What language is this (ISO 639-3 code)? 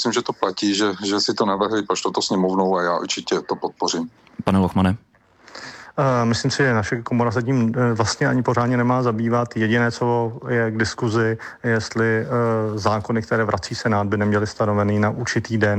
ces